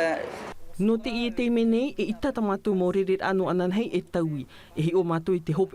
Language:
Tahitian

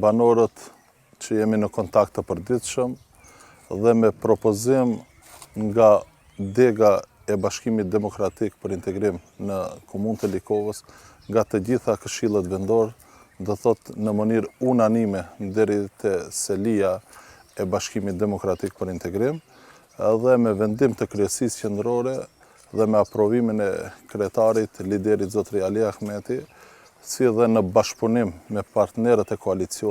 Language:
Albanian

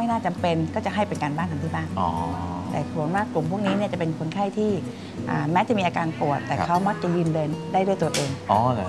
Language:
Thai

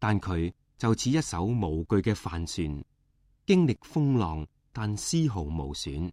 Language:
Cantonese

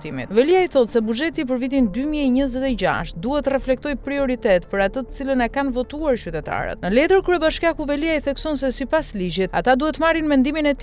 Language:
Albanian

